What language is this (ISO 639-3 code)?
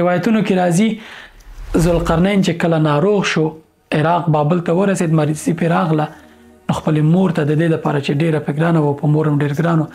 pus